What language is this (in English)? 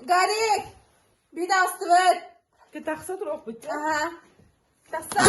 Yakut